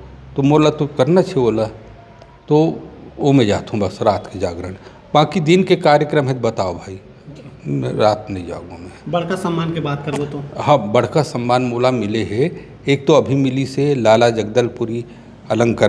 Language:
Chhattisgarhi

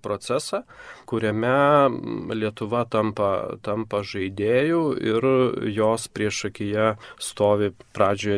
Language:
Lithuanian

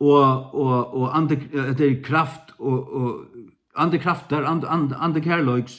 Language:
Faroese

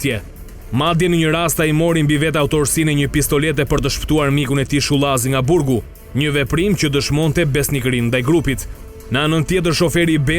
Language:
Albanian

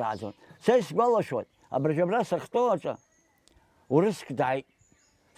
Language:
Abkhazian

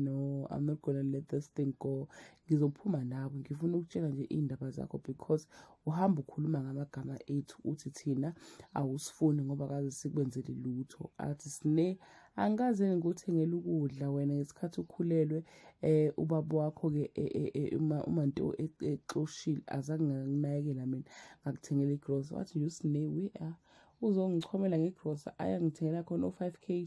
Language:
Zulu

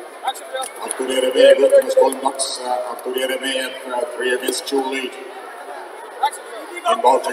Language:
Estonian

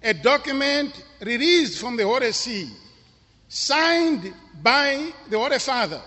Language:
English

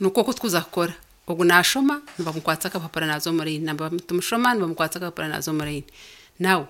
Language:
Nyankole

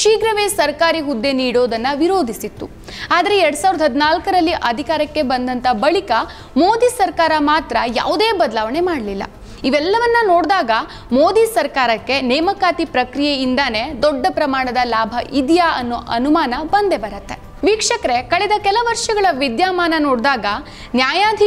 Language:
Kannada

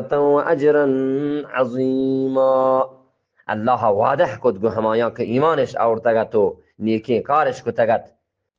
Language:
Eastern Balochi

